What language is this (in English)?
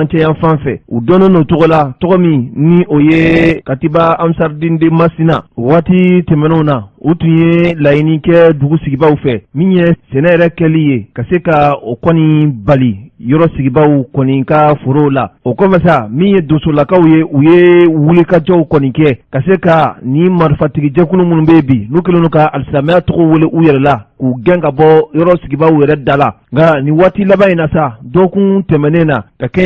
Bambara